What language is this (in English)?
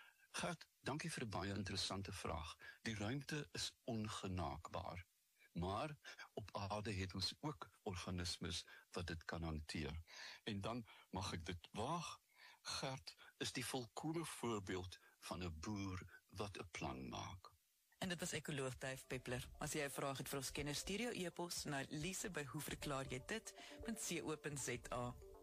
Afrikaans